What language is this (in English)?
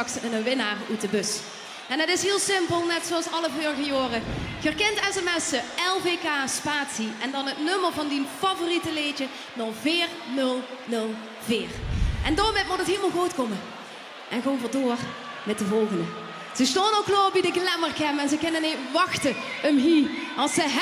Limburgish